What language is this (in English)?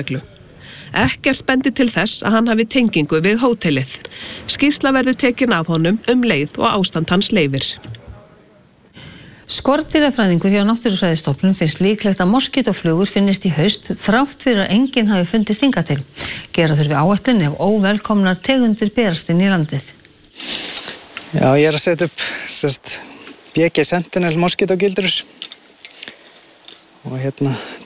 Icelandic